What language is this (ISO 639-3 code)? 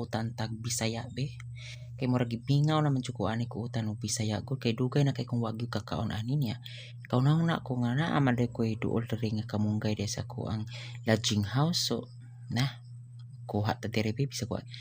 ceb